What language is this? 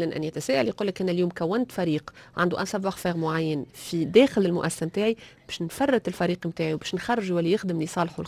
Tunisian Arabic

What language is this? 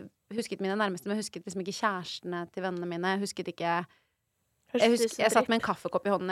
Norwegian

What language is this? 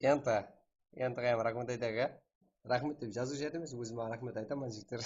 Kara-Kalpak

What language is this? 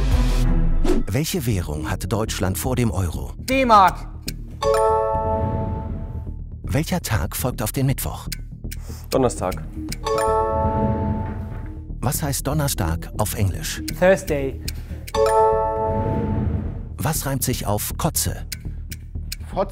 German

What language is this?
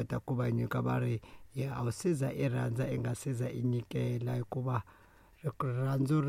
Tsonga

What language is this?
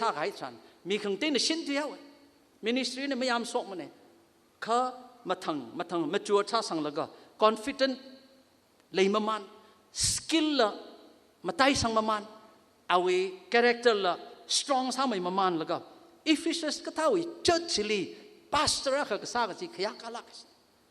Tangkhul Naga (India)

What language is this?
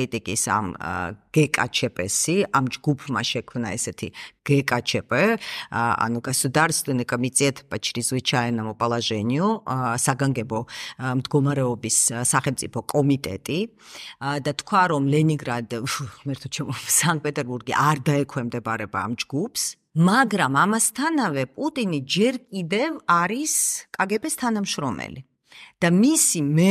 Georgian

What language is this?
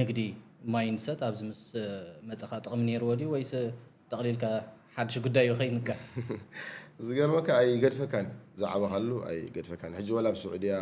Tigrinya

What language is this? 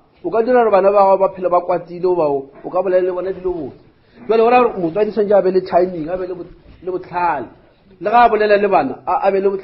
Northern Sotho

